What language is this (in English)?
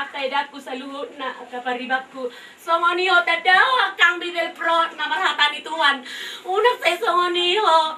Batak Toba